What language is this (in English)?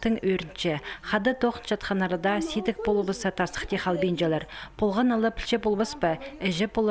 Khakas